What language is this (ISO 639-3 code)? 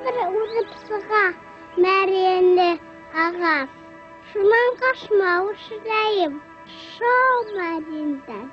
bak